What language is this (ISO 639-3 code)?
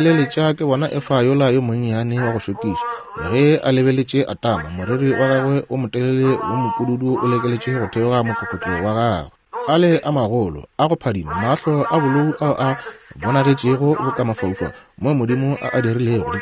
nso